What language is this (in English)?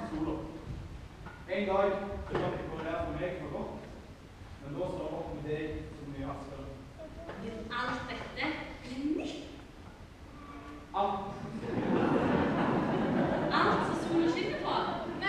Norwegian